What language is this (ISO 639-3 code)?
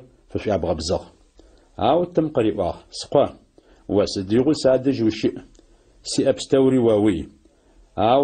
ady